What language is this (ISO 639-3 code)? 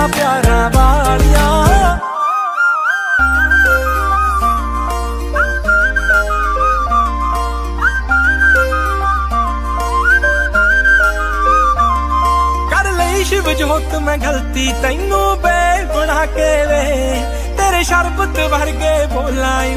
pan